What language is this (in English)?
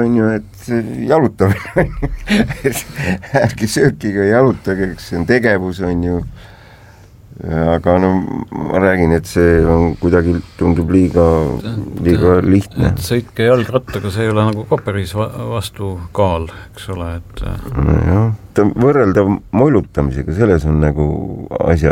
Estonian